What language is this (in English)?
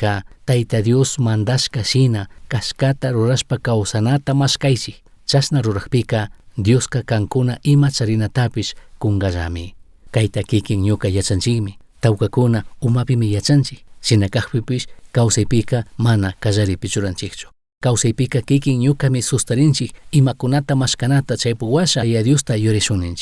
Chimborazo Highland Quichua